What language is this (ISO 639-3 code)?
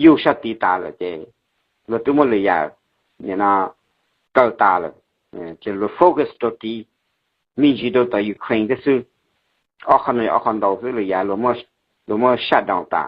hmn